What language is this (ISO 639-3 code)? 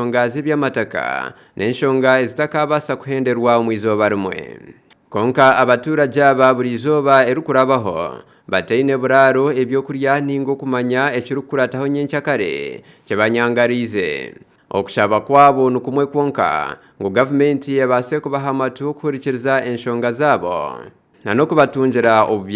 nyn